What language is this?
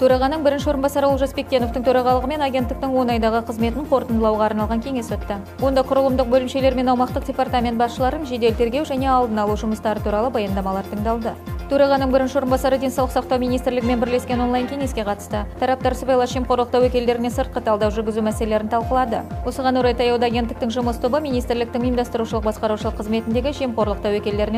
Kazakh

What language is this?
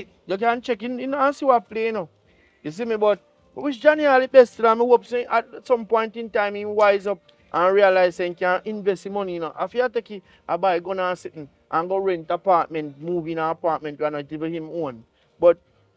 Jamaican Creole English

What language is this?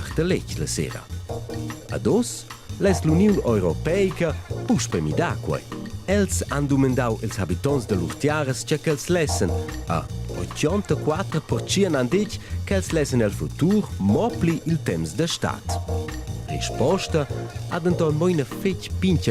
Romansh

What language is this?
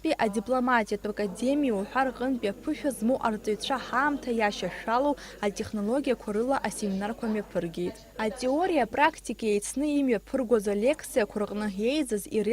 Abkhazian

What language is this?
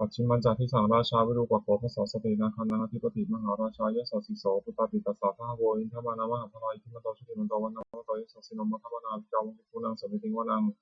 Pali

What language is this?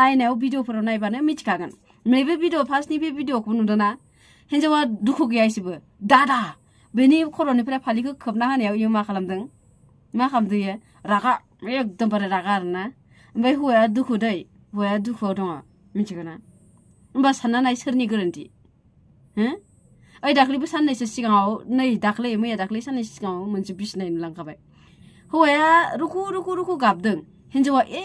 Bodo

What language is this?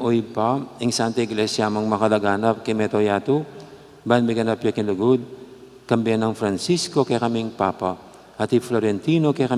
Pampanga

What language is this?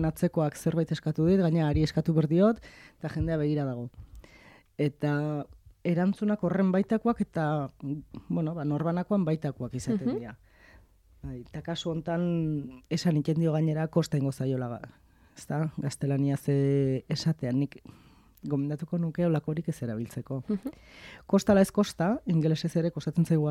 Basque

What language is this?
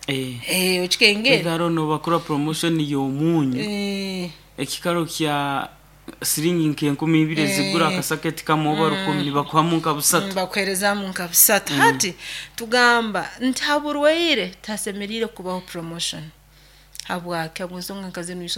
Nyoro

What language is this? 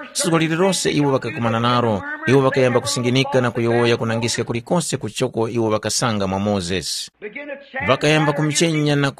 Tumbuka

